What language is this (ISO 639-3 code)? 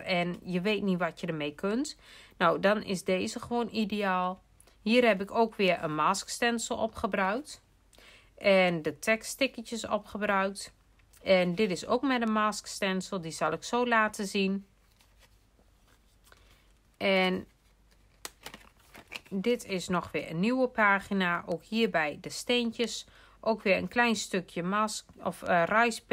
nld